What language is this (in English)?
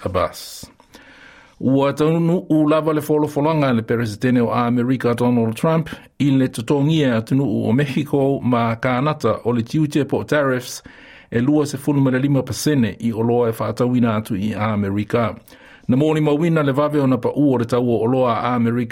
Samoan